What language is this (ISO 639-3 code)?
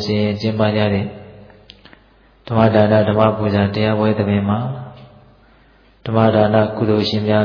mya